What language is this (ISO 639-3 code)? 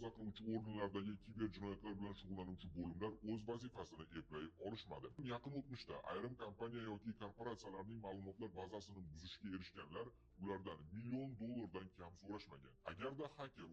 uzb